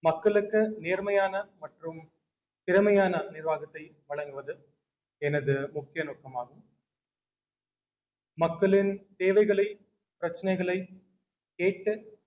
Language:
Tamil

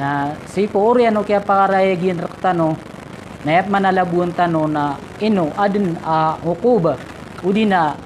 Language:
Maranao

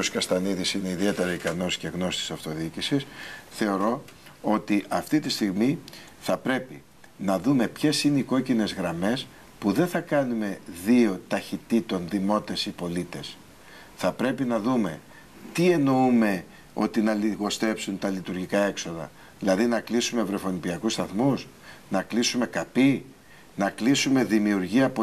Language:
Greek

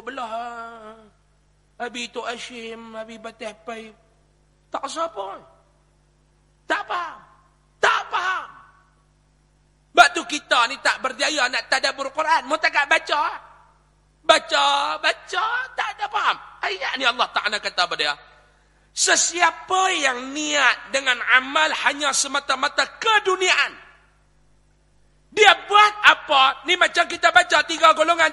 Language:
Malay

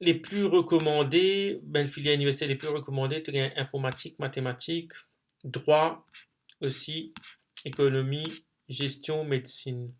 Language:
Morisyen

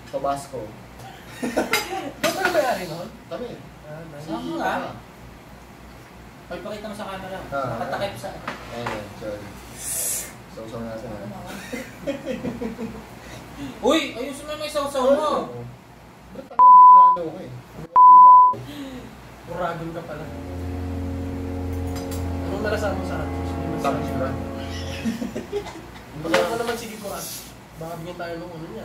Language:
Filipino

